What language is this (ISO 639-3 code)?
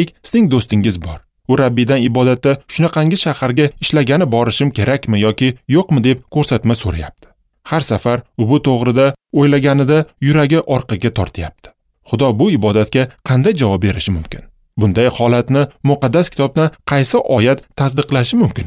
uzb